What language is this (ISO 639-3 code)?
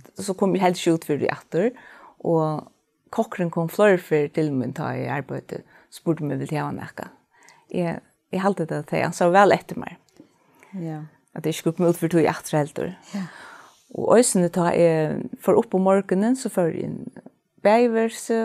fao